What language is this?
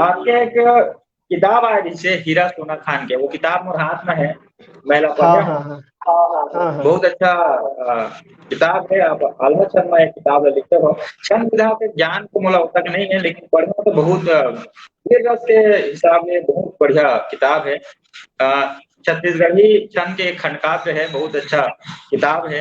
Chhattisgarhi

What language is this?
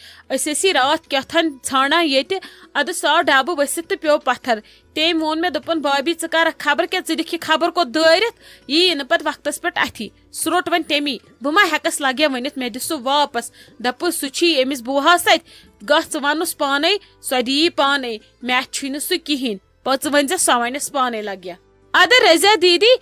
Kashmiri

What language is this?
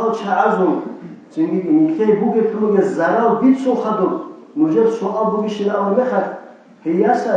Avaric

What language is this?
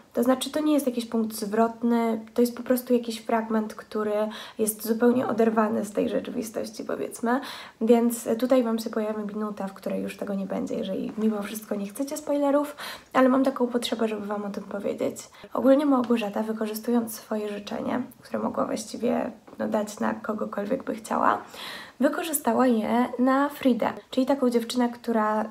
Polish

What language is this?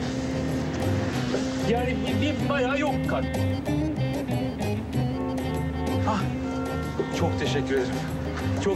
Turkish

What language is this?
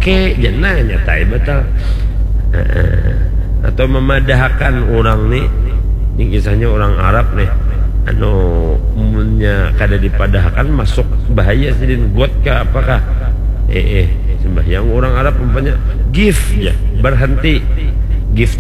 Banjar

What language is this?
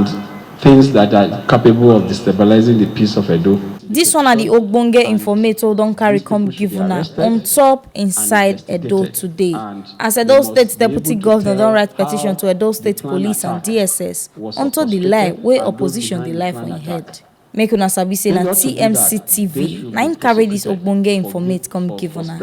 Nigerian Pidgin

